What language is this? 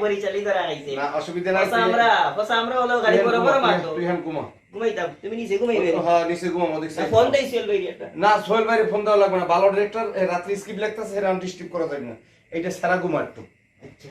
Sylheti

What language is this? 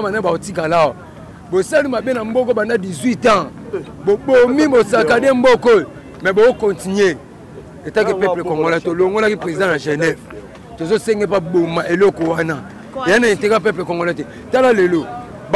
Lingala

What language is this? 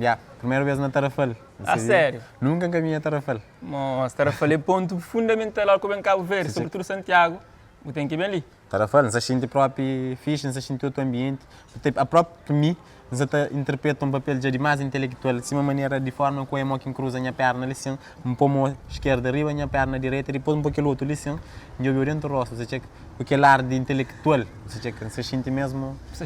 Kabuverdianu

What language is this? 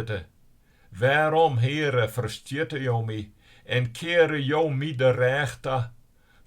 Western Frisian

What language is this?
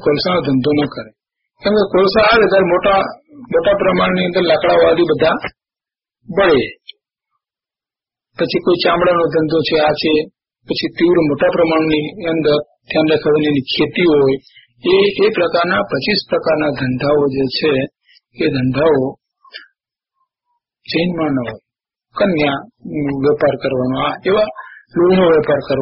Gujarati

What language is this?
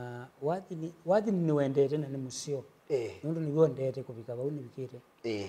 Kamba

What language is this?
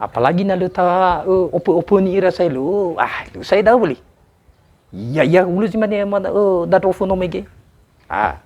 Nias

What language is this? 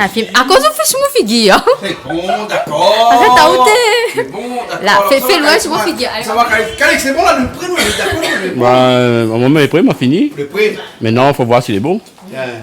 Réunion Creole French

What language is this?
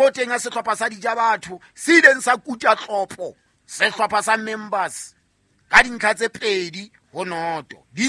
Southern Sotho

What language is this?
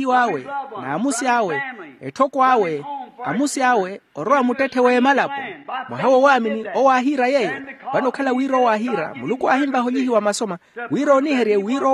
Makhuwa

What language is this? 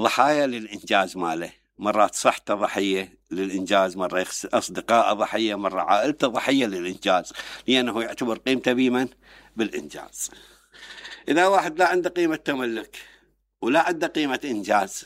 Mesopotamian Arabic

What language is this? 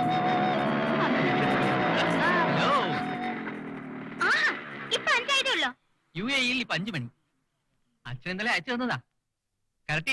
Malayalam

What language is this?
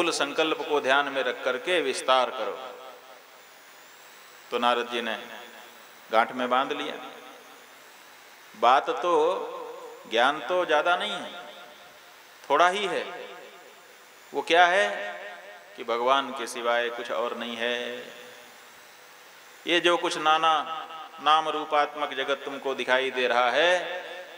Hindi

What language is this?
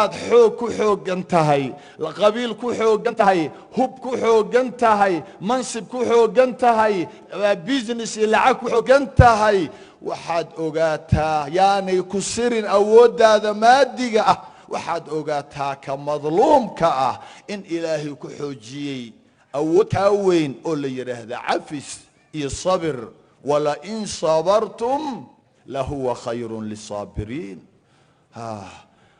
Somali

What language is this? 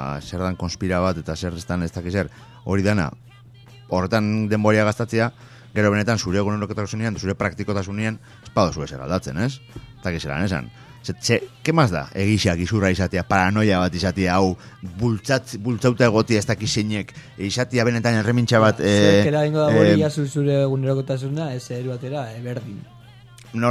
Basque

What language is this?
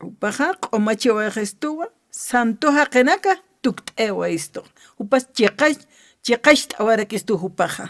Aymara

